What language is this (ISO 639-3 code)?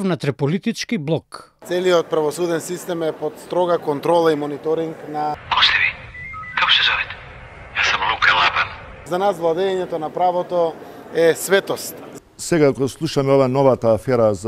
mkd